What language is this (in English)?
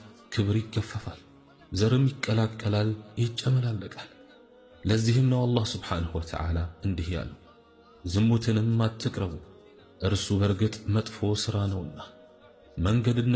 Amharic